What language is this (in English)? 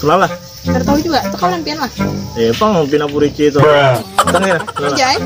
Banjar